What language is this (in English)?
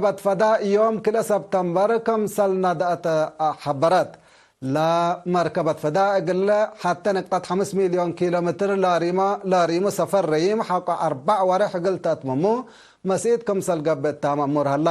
Tigre